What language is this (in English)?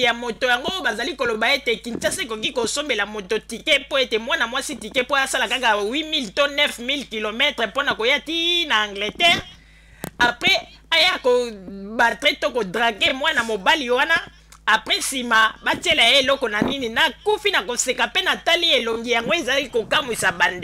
Lingala